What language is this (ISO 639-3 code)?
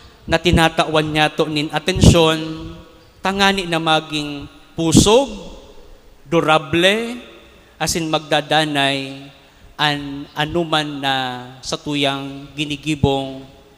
bik